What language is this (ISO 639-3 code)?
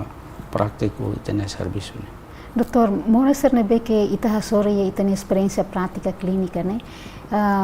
tet